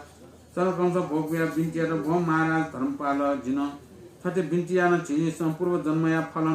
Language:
Newari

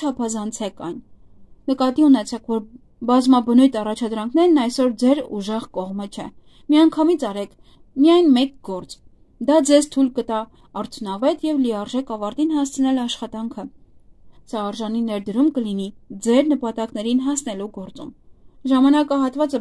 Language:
Armenian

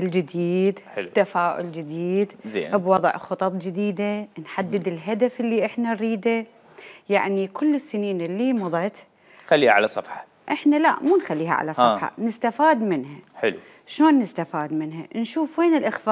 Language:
Mesopotamian Arabic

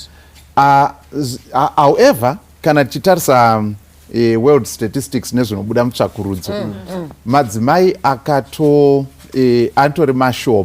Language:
Shona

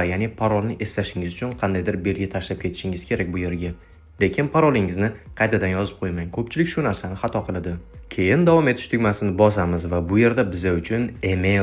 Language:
Uzbek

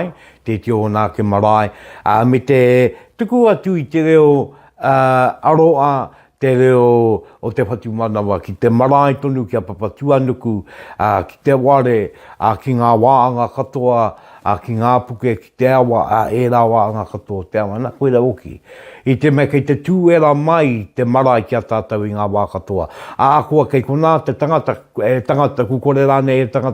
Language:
Māori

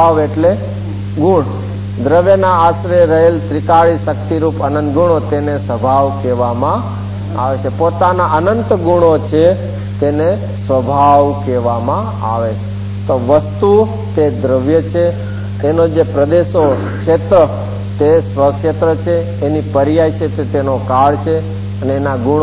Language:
Gujarati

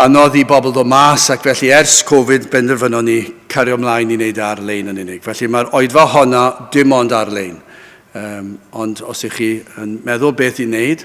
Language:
Welsh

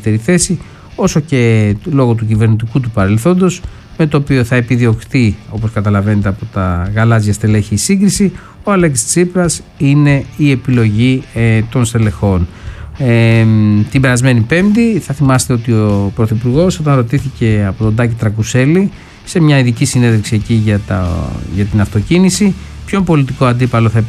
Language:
Greek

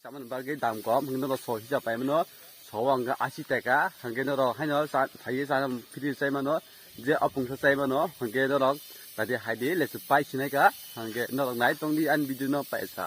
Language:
Kok Borok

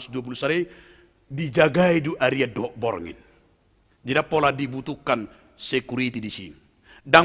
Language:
Batak Toba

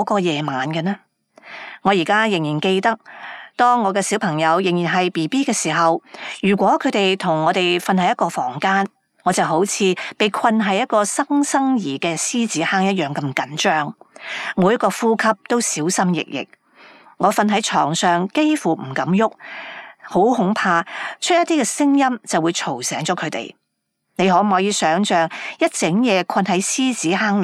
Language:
Cantonese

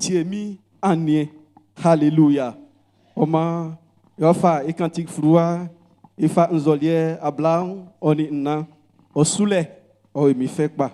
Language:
Baoulé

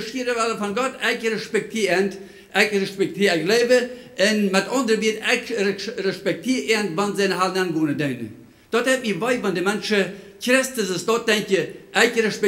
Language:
Plautdietsch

